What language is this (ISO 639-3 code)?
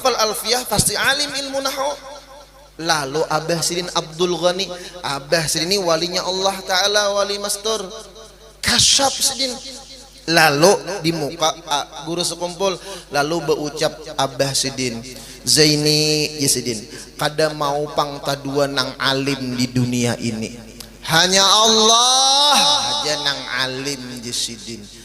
bjn